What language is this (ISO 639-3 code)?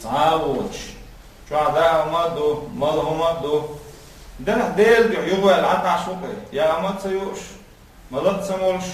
che